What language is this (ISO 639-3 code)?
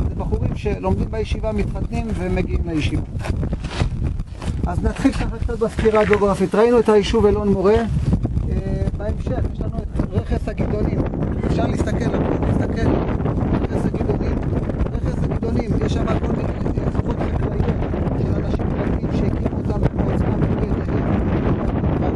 heb